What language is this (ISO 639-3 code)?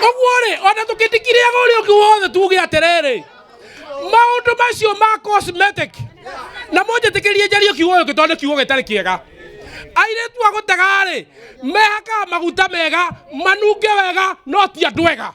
kik